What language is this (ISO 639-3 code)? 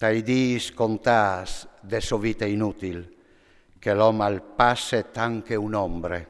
fur